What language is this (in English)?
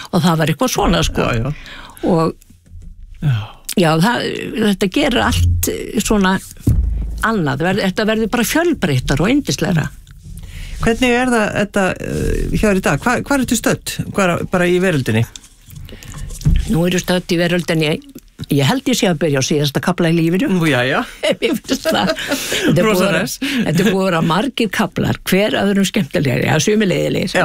Icelandic